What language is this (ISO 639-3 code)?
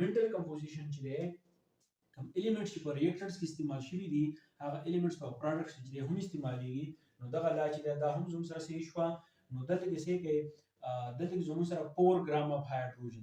pus